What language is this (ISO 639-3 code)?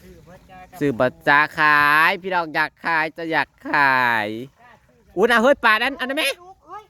tts